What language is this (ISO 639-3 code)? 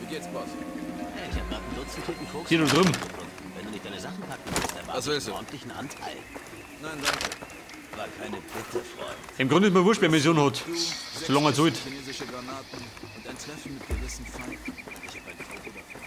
bar